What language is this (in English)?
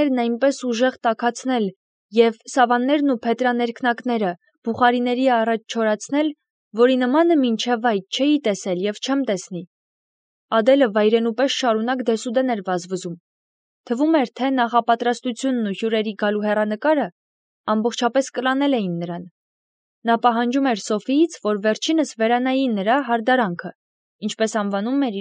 Armenian